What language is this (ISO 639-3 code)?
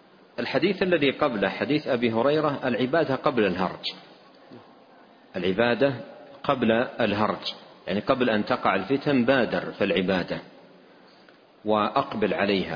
ara